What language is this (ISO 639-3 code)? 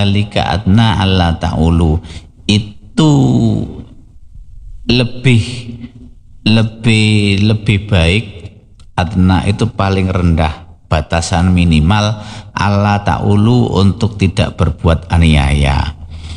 ind